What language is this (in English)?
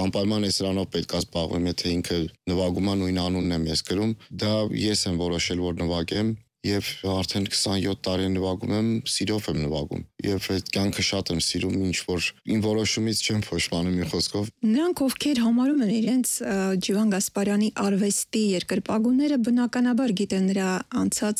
Armenian